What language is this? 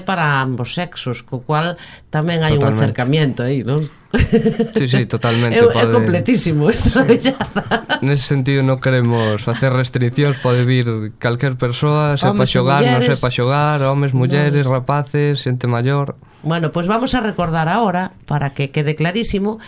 Galician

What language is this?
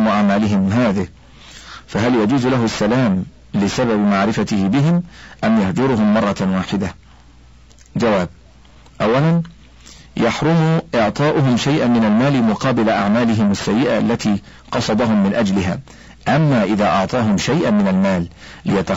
Arabic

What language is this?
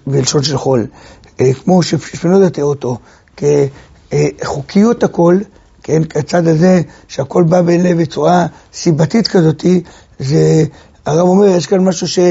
Hebrew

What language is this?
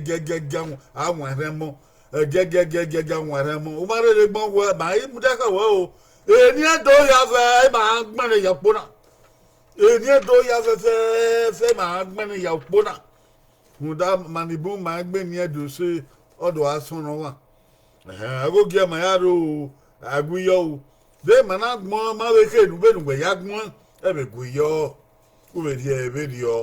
Bini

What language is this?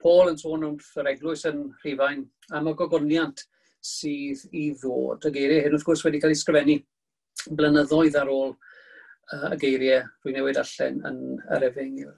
Welsh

